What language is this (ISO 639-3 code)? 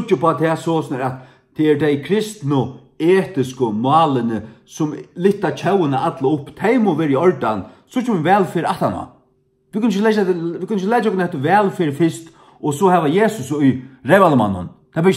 fao